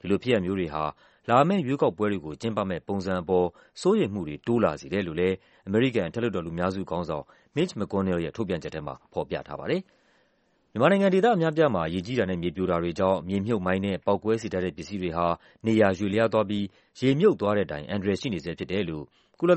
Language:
Burmese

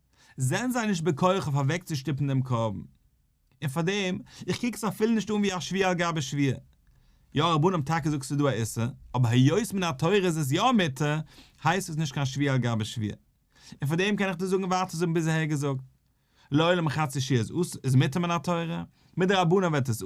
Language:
Yiddish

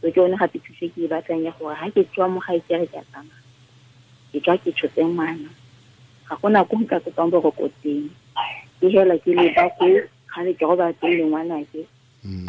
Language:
Tswana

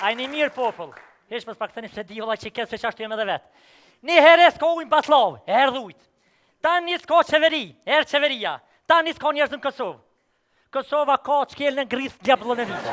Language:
Albanian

